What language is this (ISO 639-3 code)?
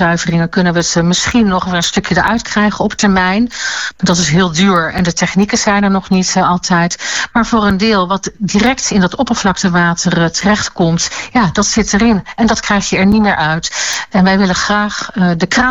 nld